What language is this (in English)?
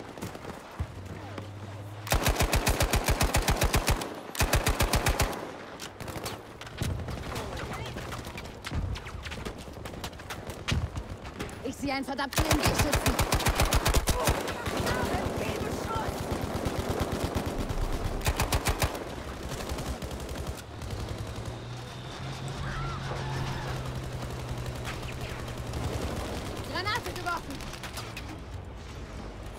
German